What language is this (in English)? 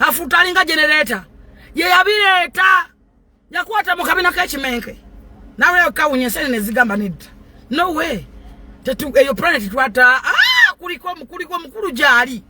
Ganda